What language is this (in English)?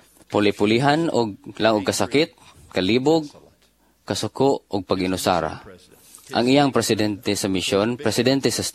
Cebuano